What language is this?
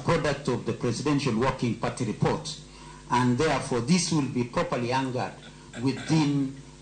Luo (Kenya and Tanzania)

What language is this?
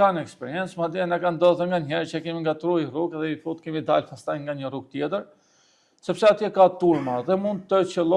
Albanian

